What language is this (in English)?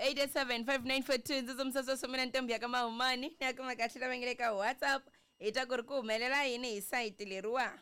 Tsonga